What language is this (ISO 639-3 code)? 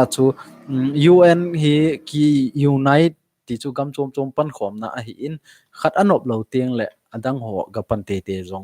tcz